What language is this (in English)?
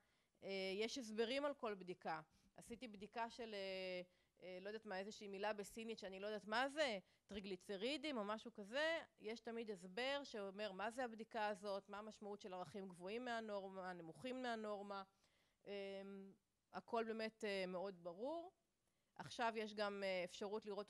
Hebrew